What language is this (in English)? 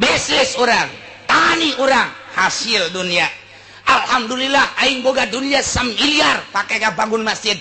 Sundanese